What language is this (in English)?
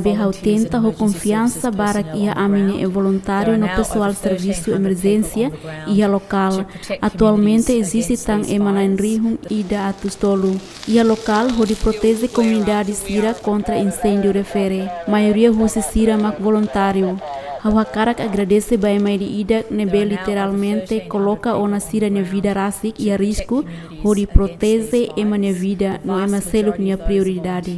Tetum